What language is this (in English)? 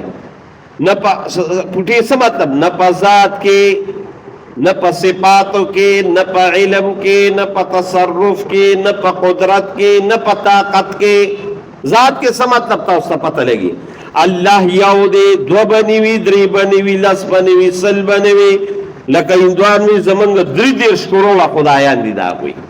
Pashto